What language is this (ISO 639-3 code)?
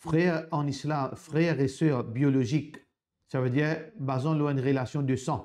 mfe